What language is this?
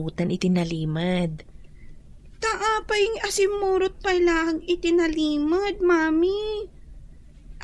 Iloko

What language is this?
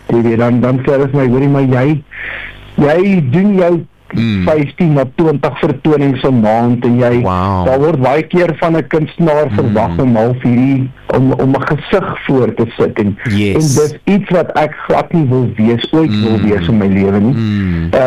Afrikaans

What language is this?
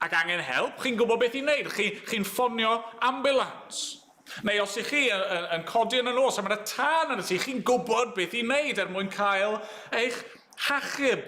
Welsh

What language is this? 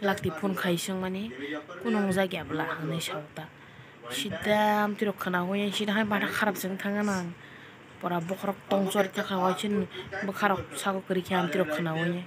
Kok Borok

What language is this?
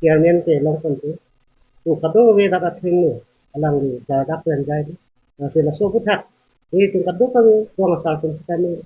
Karbi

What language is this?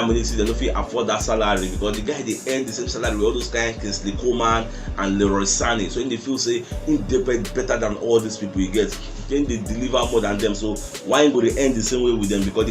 Nigerian Pidgin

